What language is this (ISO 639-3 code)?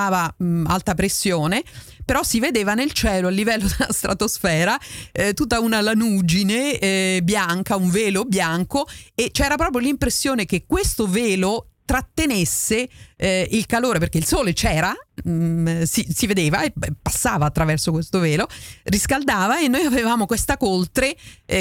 ita